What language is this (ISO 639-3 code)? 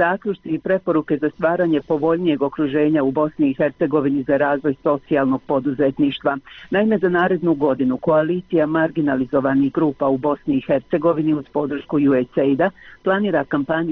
bos